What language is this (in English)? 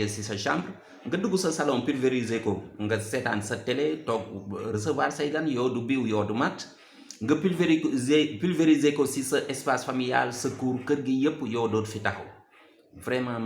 Wolof